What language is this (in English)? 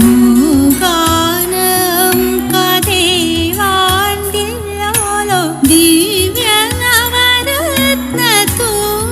Konkani